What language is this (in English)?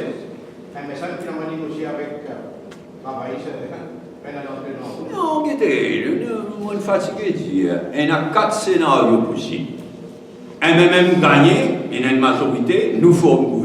Morisyen